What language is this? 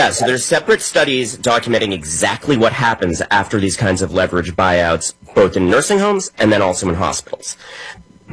English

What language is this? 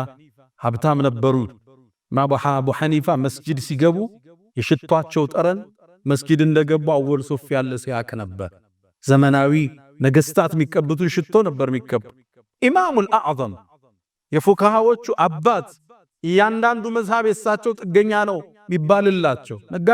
Amharic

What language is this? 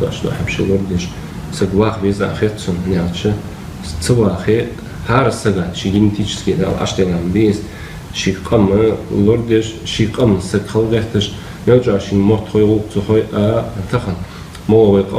Ingush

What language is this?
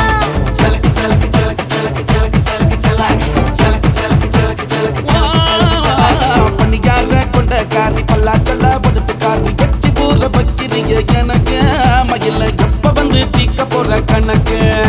Tamil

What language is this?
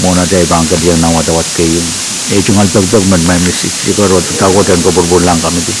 Pohnpeian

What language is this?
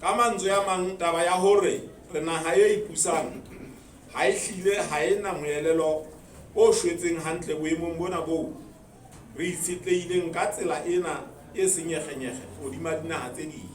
Southern Sotho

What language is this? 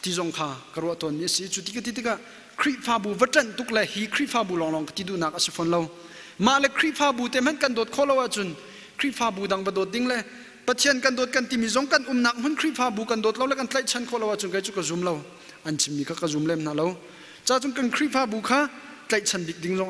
Hakha Chin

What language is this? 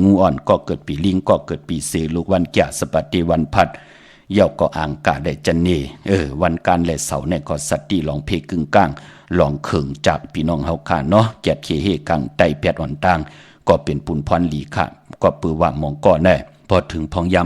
Shan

